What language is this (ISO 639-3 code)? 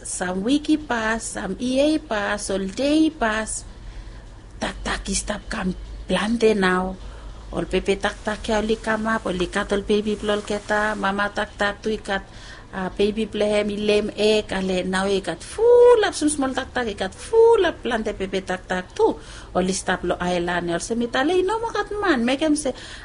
bis